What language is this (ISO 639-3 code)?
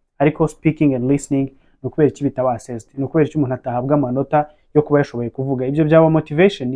kin